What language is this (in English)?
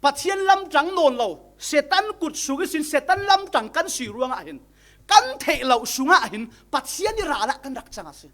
Falam Chin